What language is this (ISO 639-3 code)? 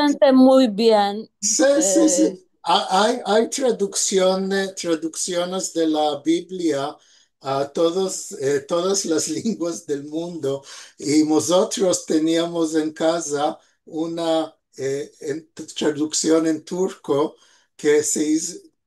lad